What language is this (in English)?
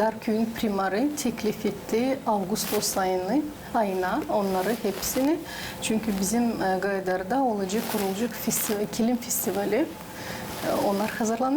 Gagauz